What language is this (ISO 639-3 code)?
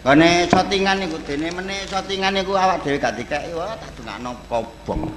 jav